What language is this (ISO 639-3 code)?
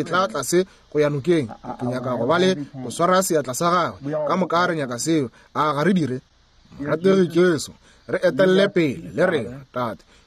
nso